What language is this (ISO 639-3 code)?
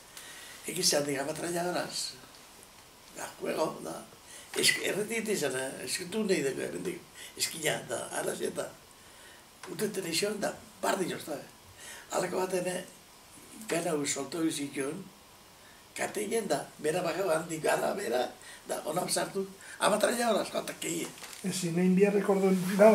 eus